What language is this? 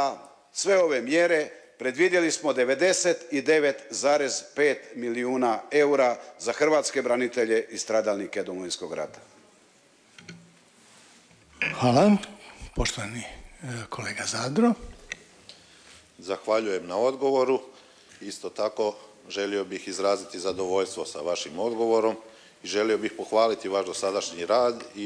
Croatian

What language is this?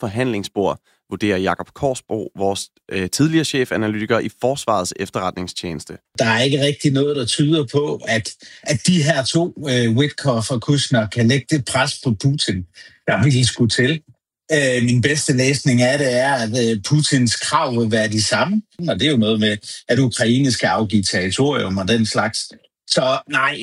Danish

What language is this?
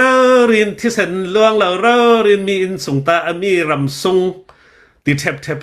Hakha Chin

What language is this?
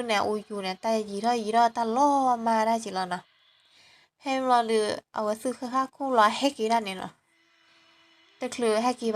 S'gaw Karen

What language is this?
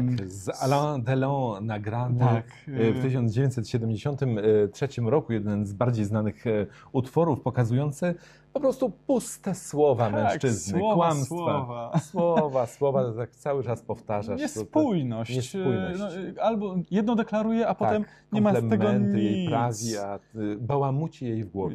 Polish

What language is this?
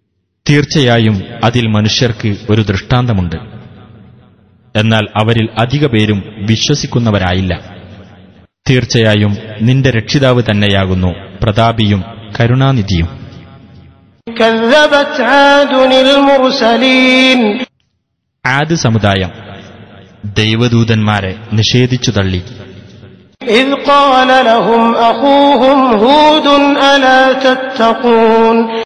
Malayalam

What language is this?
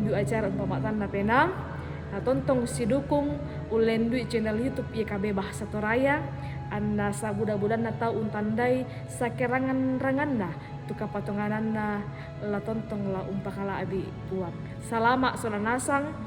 Toraja-Sa'dan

